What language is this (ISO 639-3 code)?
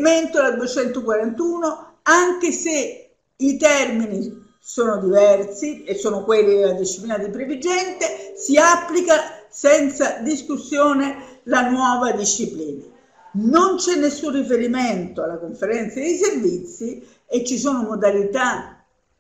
ita